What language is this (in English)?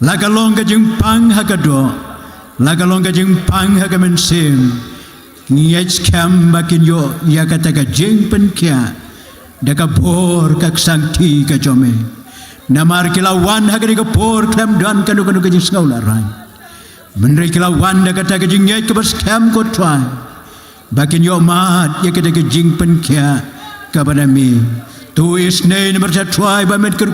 Khasi